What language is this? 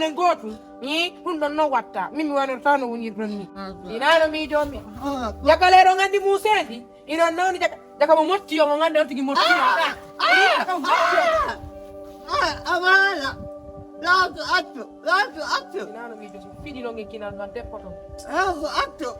Fula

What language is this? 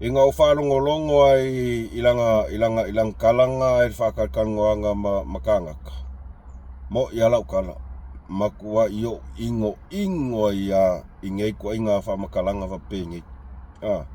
Samoan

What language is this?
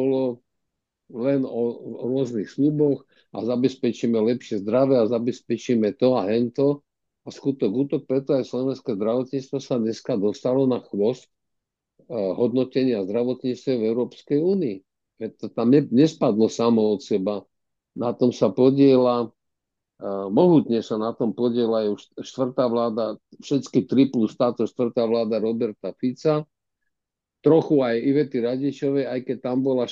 Slovak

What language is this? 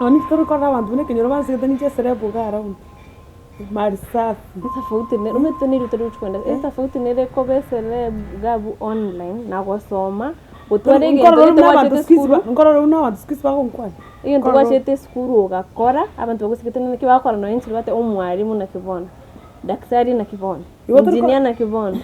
Gusii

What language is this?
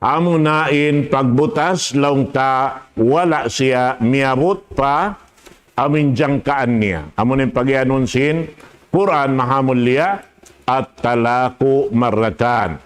Tausug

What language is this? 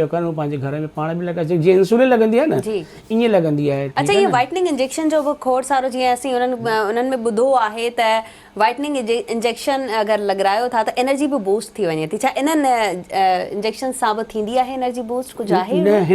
Sindhi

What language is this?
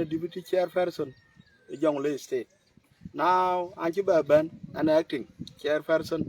Dinka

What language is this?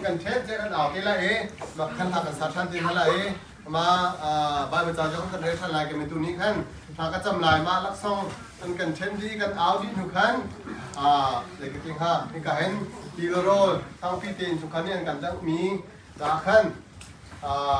Hakha Chin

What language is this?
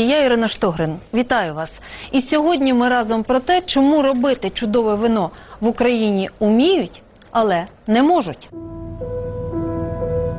Ukrainian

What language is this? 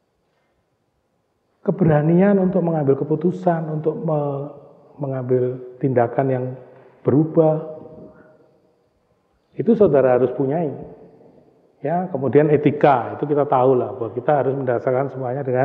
Indonesian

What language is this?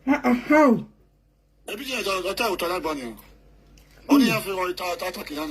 Nigerian Pidgin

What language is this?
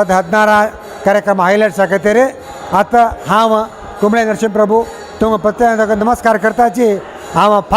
Konkani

